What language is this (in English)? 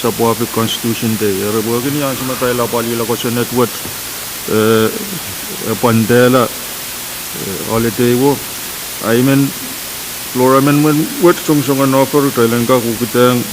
Pohnpeian